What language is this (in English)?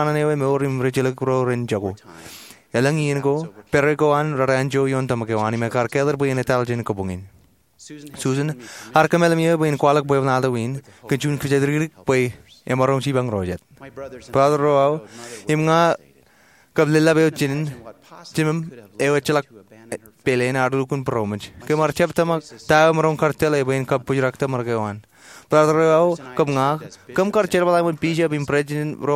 Marshallese